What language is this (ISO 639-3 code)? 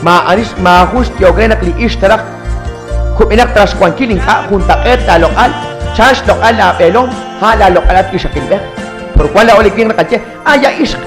kek